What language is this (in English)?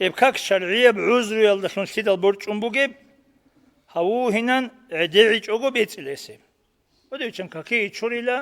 Avaric